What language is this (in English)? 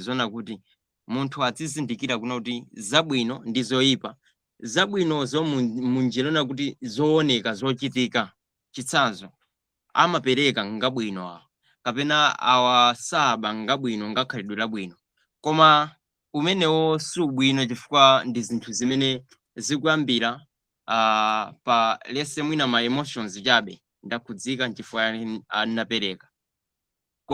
Nyanja